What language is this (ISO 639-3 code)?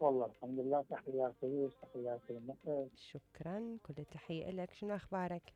acm